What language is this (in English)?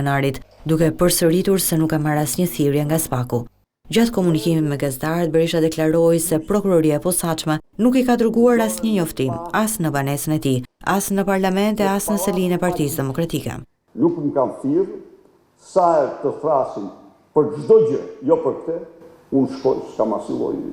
Albanian